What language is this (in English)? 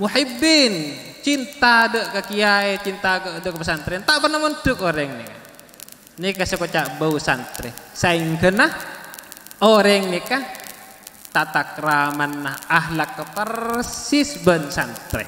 Madurese